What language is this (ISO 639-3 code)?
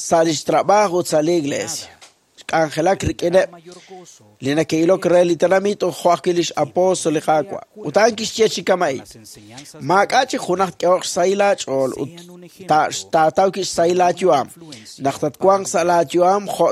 kek